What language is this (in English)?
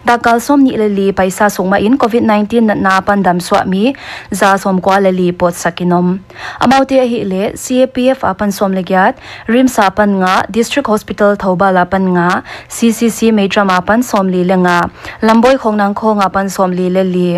Paite Chin